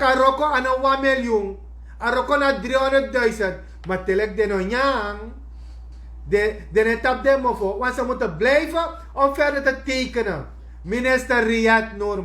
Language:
Sranan Tongo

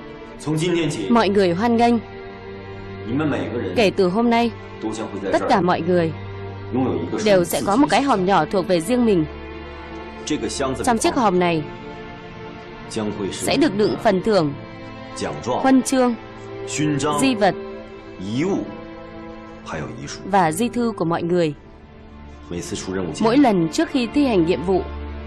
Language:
Vietnamese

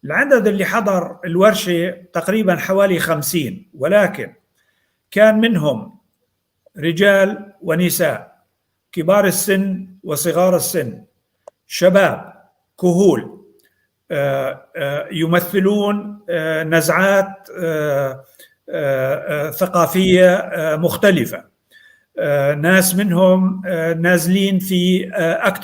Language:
North Levantine Arabic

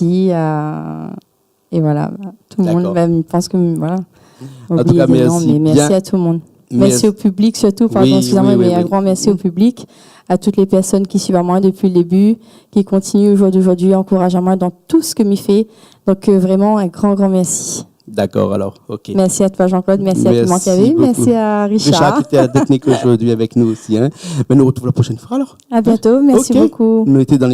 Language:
Réunion Creole French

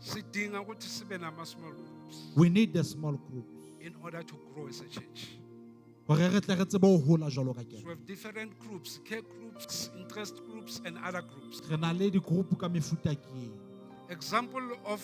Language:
Southern Sotho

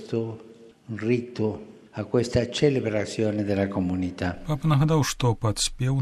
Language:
Belarusian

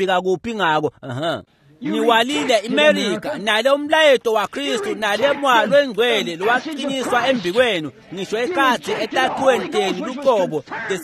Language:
Swati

